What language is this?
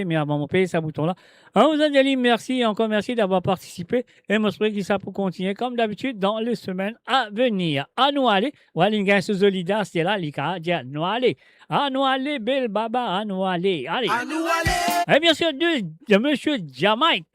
Morisyen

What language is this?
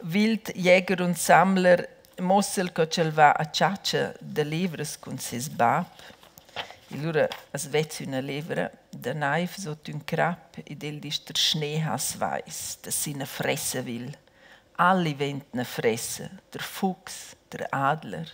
Romansh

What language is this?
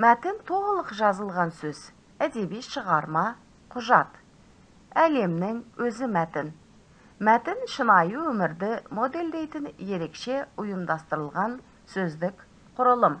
Kazakh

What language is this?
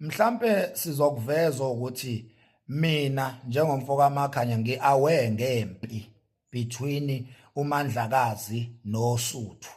Zulu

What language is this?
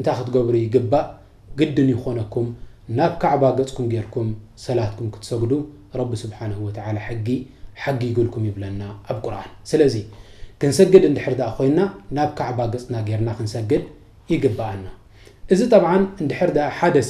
Tigrinya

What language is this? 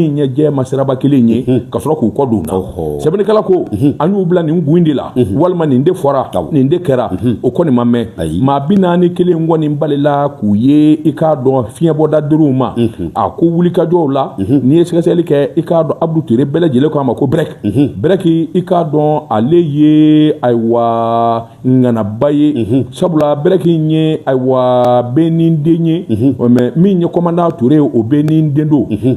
Bambara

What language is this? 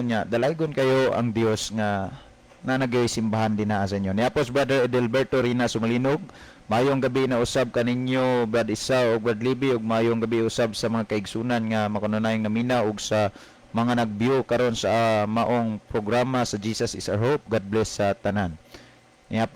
Cebuano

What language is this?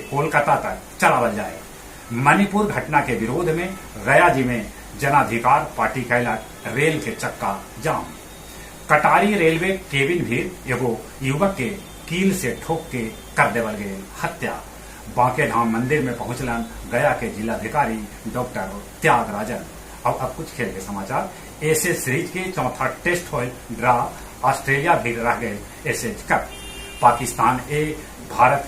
Magahi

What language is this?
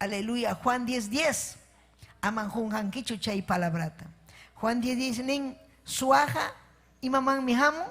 Ayacucho Quechua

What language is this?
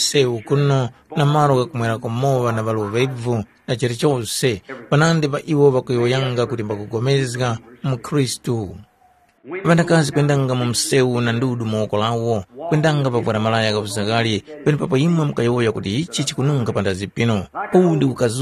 Tumbuka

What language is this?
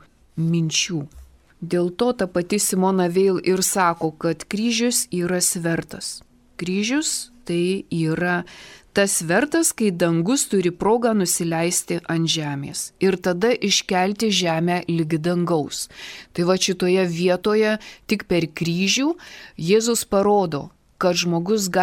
Lithuanian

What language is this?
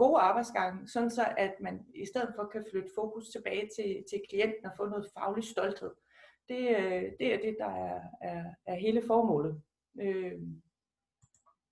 Danish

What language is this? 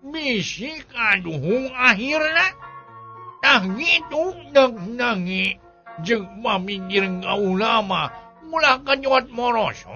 Sundanese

